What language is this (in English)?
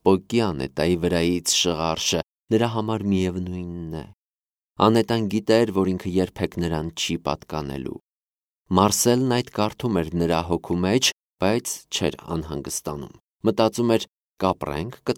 Armenian